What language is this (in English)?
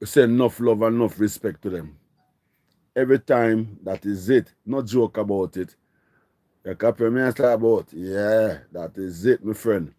Jamaican Creole English